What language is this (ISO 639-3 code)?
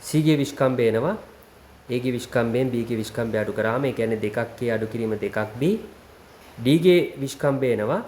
sin